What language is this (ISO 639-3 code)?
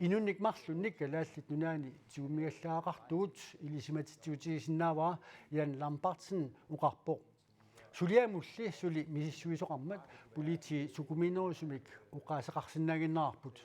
kal